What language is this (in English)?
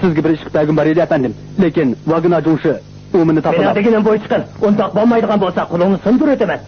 Uyghur